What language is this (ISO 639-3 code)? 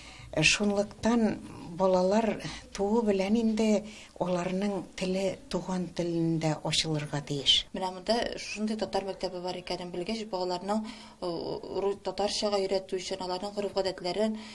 tat